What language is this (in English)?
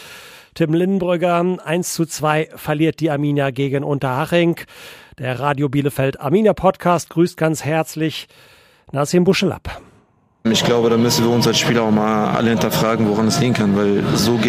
German